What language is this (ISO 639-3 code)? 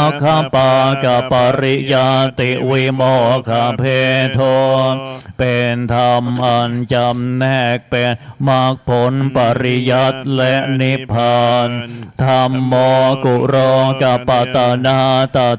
tha